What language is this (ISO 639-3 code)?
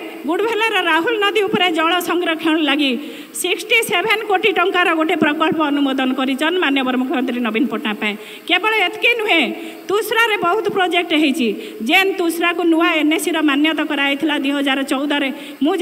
ori